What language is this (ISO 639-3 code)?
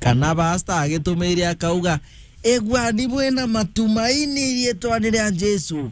mer